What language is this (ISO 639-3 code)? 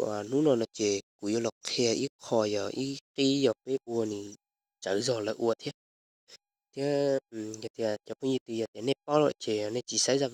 hmn